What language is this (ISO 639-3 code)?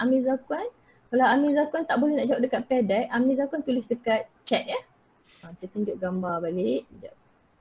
msa